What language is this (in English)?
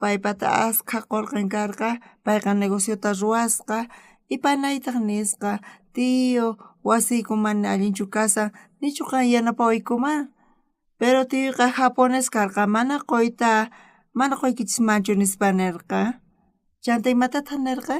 South Bolivian Quechua